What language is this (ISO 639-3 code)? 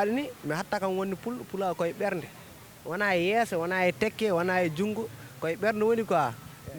ful